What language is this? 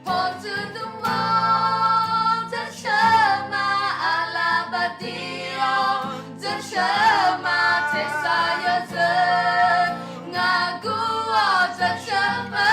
Akha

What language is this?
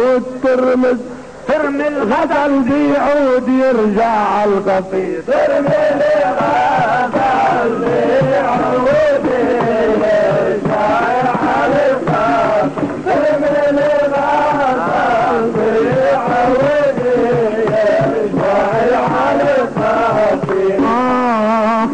North Levantine Arabic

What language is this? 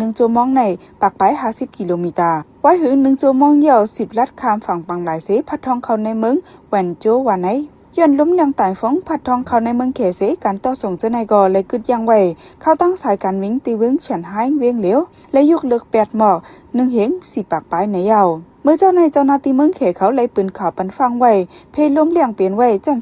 Shan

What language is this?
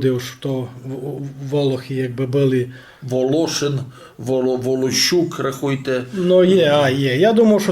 Rusyn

